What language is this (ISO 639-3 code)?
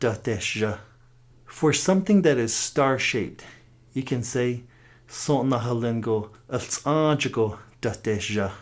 nav